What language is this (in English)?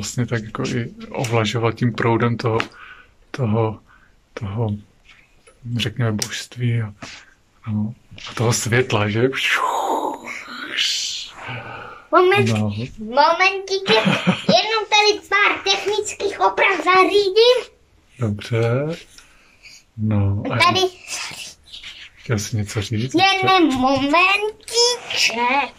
Czech